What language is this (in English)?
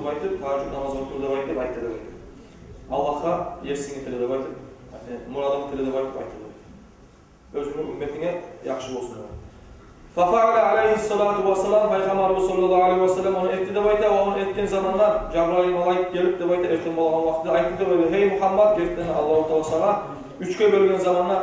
Kumyk